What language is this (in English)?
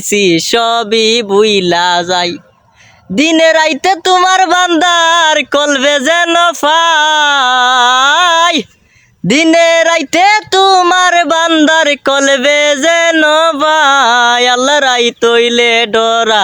Sylheti